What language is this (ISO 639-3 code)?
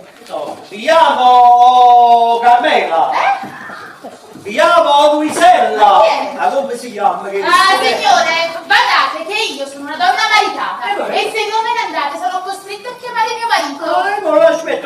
nap